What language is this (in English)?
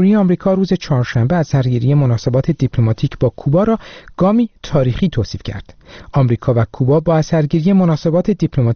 Persian